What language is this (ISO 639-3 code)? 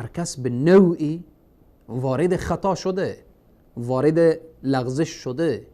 fas